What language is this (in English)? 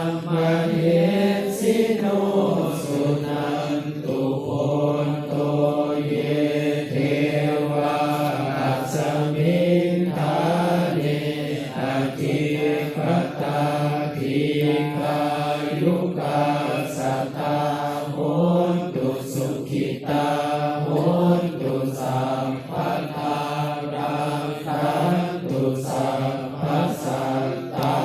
Pali